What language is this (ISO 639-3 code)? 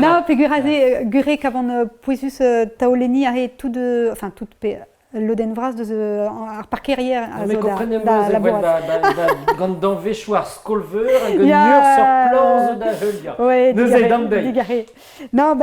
bre